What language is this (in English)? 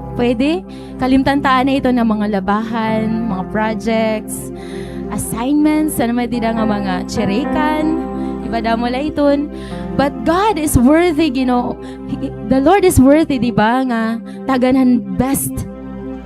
Waray